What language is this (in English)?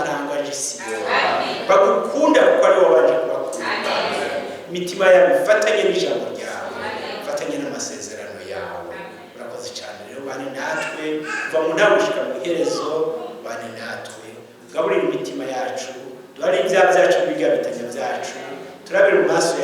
Rundi